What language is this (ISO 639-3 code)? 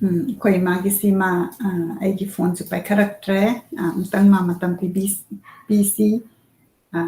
mni